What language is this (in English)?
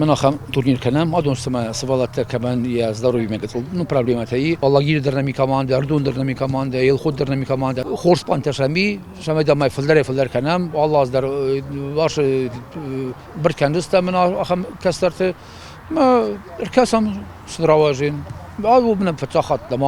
Ossetic